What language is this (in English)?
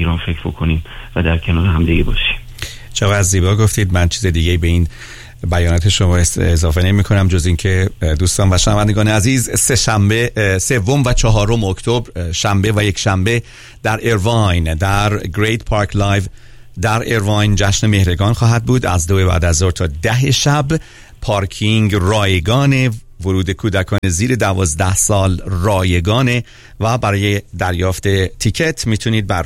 Persian